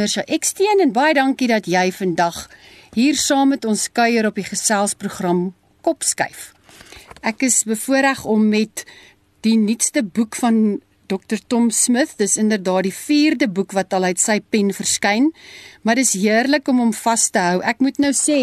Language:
Afrikaans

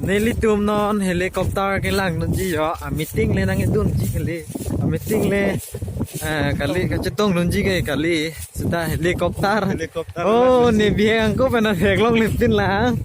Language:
Karbi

